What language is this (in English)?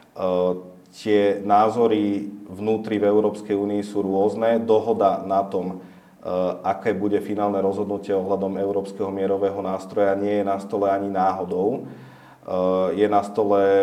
Slovak